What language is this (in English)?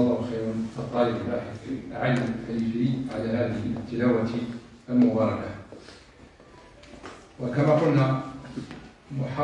Arabic